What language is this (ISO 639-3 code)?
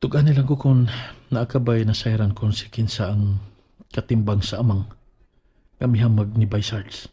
ceb